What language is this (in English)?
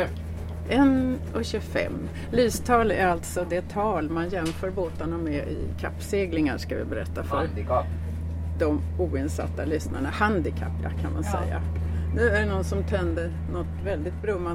Swedish